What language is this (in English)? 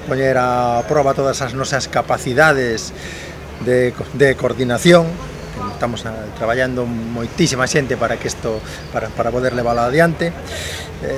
Galician